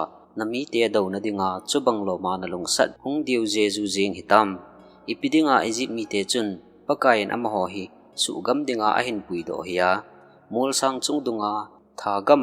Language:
Thado Chin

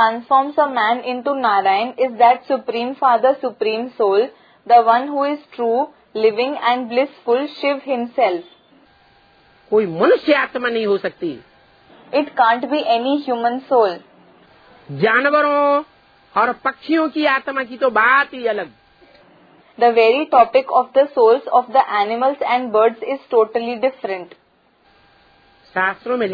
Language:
Hindi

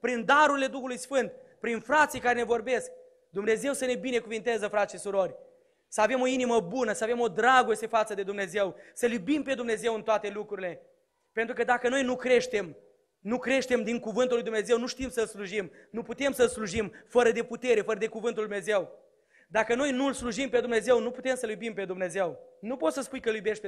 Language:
Romanian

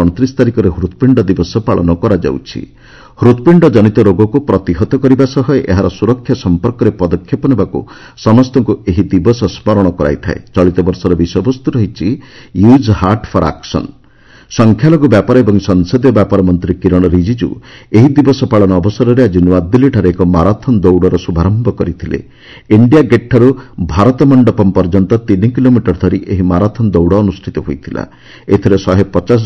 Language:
Odia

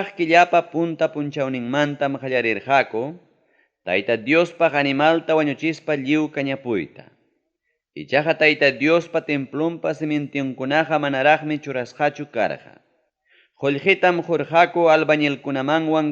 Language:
Ayacucho Quechua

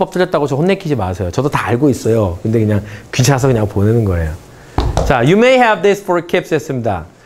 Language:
Korean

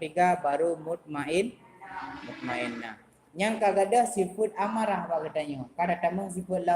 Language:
Achinese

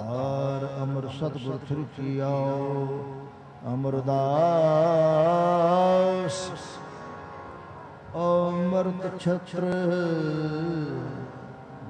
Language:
Punjabi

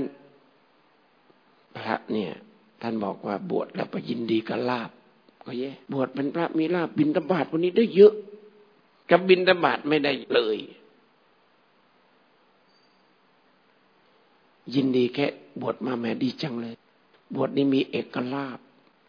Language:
Thai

